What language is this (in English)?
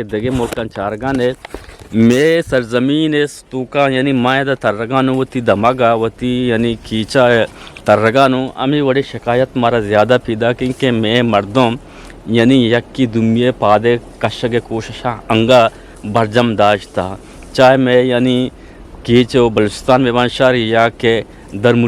Eastern Balochi